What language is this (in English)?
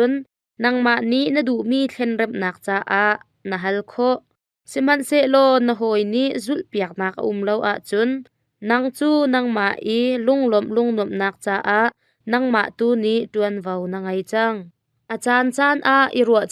Hakha Chin